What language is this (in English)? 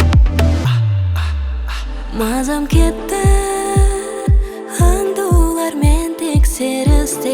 Kazakh